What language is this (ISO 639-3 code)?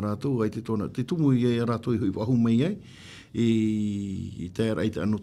tah